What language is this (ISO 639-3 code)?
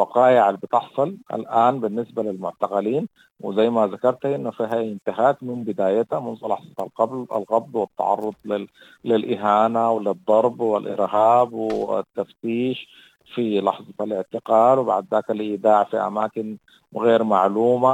apd